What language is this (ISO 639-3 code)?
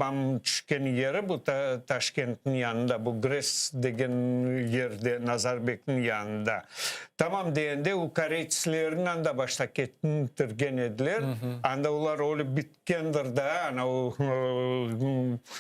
crh